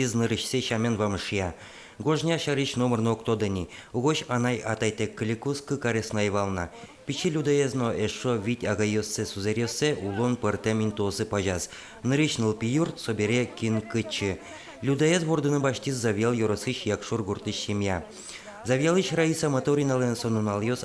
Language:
Udmurt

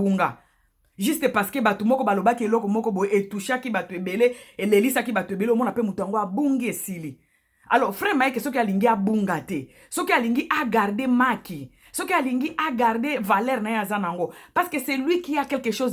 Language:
Lingala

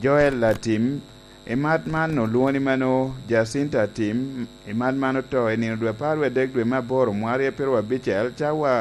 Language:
Lango (Uganda)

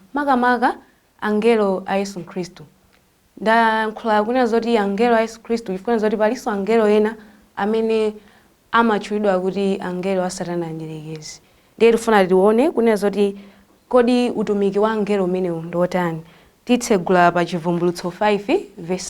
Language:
Nyanja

